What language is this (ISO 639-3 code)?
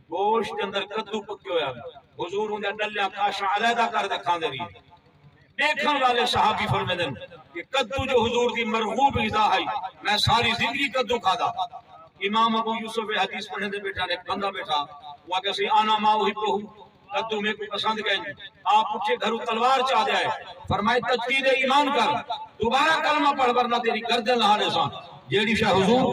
skr